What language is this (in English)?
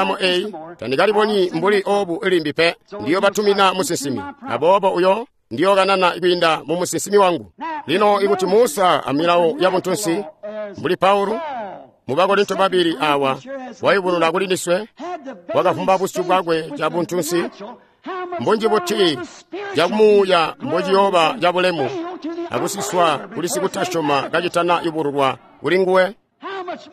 Tonga (Zambia)